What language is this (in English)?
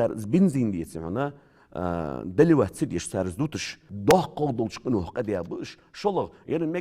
Ingush